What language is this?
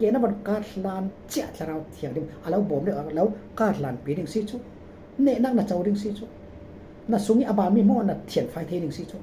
Falam Chin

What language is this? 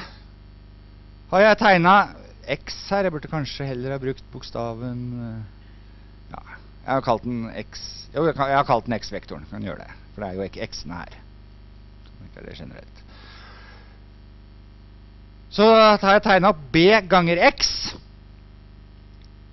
Norwegian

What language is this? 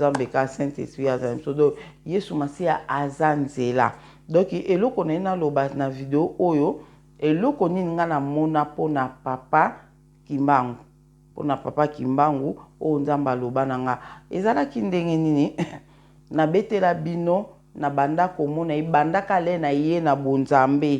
Lingala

